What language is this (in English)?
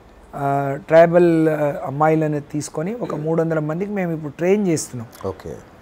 Telugu